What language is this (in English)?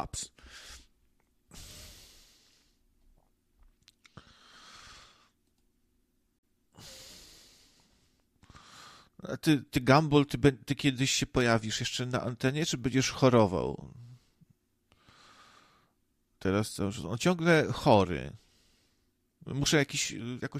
Polish